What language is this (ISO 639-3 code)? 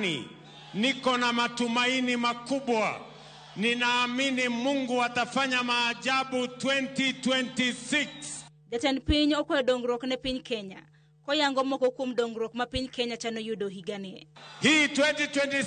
luo